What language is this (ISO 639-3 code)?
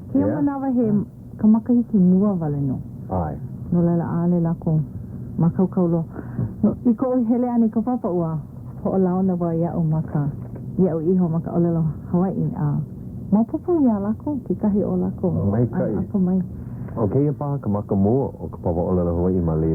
haw